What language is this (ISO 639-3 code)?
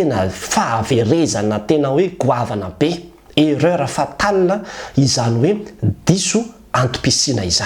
mlg